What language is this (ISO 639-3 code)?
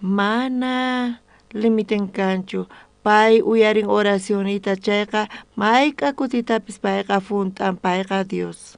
quh